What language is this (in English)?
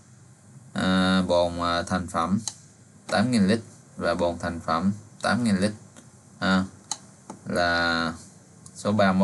Vietnamese